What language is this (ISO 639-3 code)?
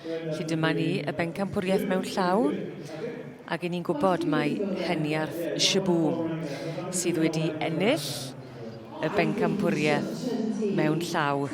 cym